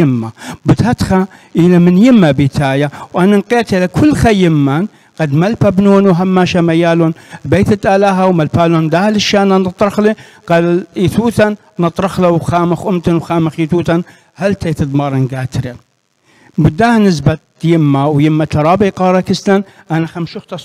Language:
Assyrian Neo-Aramaic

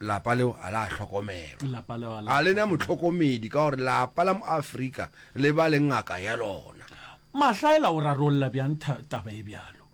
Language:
Northern Sotho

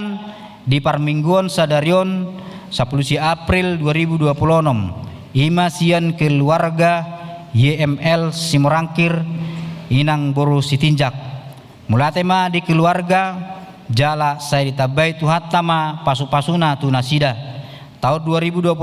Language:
Batak Toba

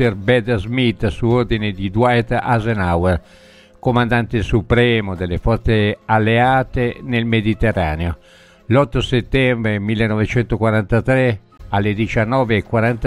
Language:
Italian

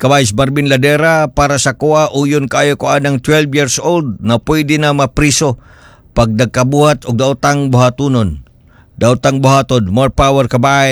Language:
Cebuano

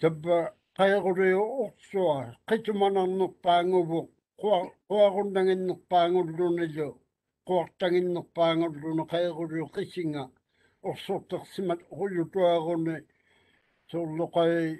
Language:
Māori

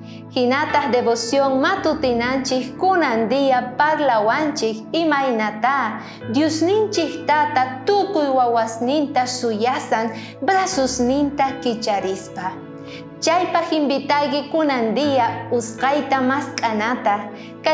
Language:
South Bolivian Quechua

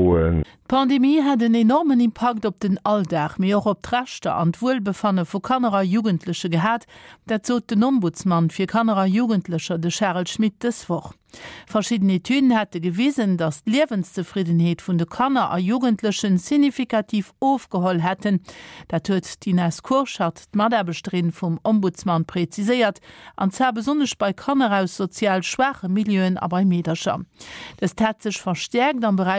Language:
Luxembourgish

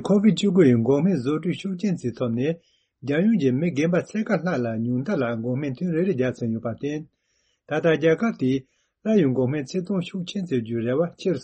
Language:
Tibetan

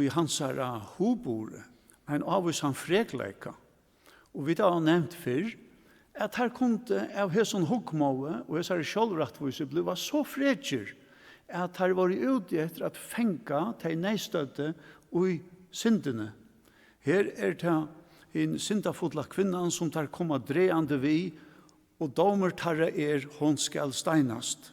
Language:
Faroese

